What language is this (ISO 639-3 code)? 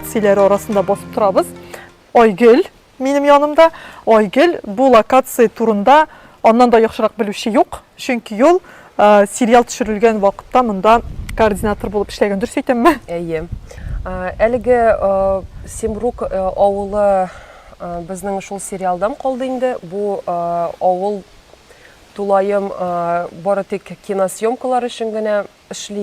tat